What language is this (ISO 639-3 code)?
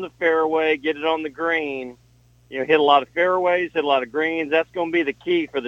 eng